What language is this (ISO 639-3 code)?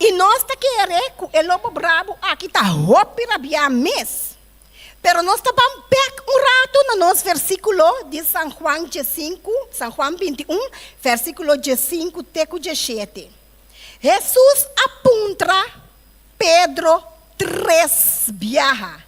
pap